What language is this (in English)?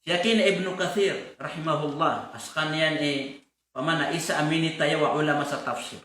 Maranao